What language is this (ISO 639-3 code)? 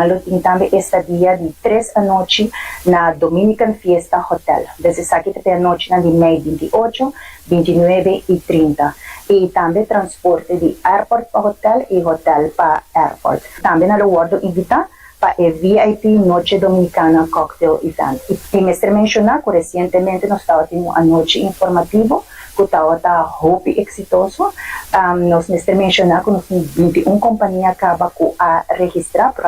pap